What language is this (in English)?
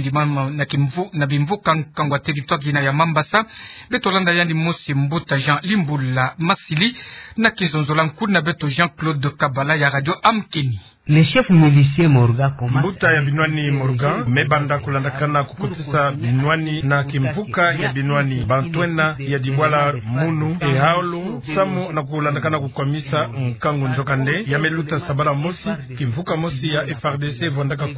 Kituba (Democratic Republic of Congo)